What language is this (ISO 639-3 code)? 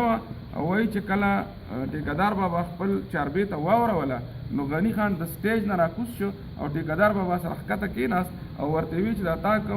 pus